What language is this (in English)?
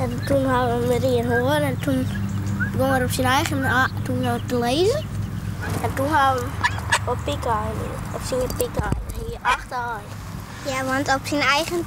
Western Frisian